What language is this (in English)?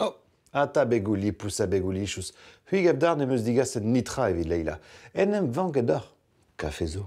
Breton